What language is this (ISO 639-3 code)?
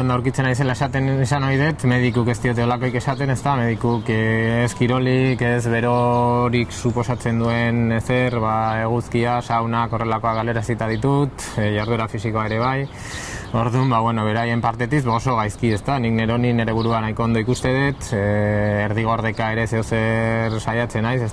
eus